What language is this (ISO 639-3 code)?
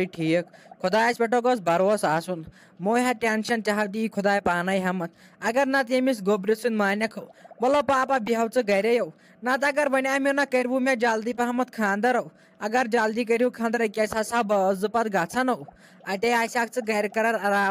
kas